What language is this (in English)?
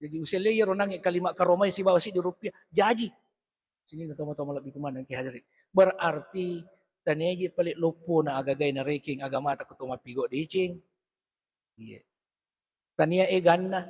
Buginese